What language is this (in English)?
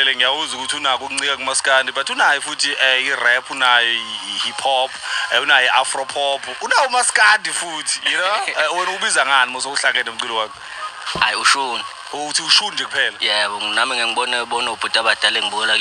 Zulu